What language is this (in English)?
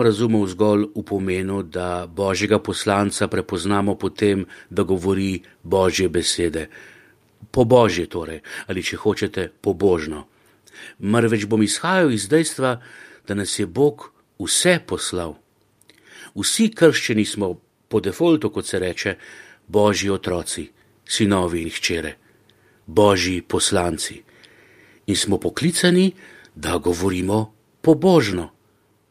Slovenian